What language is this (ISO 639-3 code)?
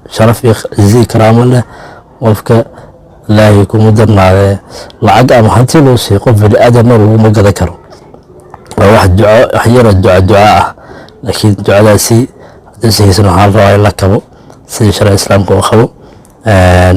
som